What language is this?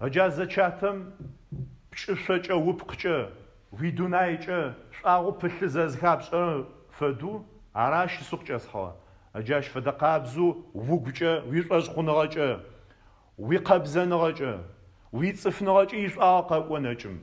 Adyghe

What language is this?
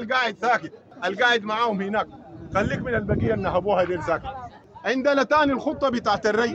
Sudanese Arabic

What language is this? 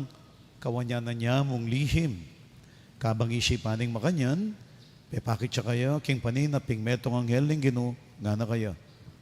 Pampanga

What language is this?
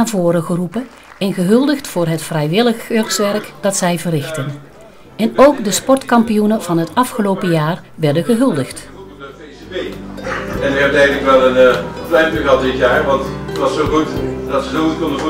Dutch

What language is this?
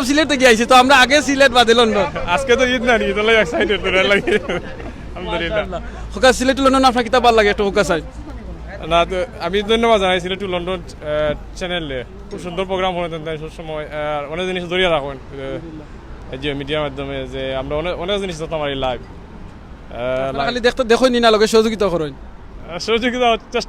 Sylheti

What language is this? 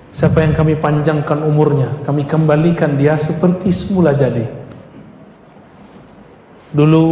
Indonesian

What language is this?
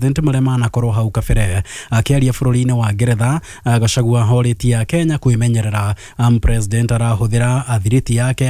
Kikuyu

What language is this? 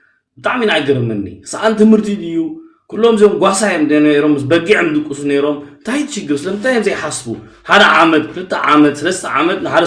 Tigrinya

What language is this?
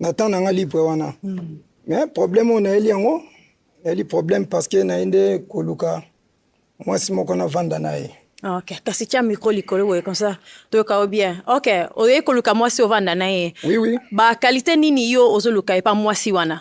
Lingala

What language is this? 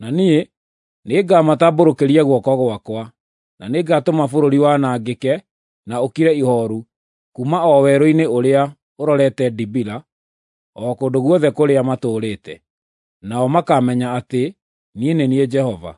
Kikuyu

